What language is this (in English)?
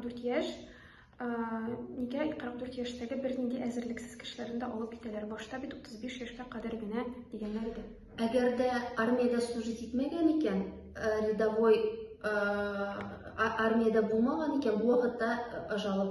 Tatar